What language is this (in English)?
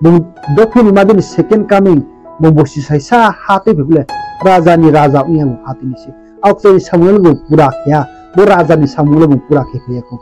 Riang (India)